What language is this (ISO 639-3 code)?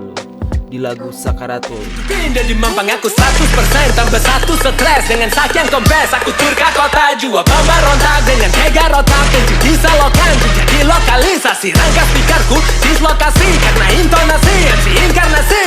xmm